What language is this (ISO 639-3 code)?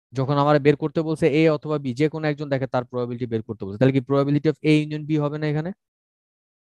ben